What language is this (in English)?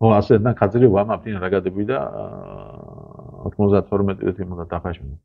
Georgian